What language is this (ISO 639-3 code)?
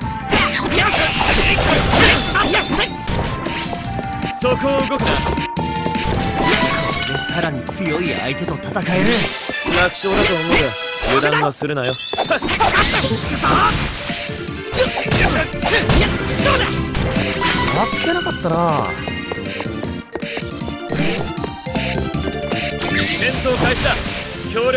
jpn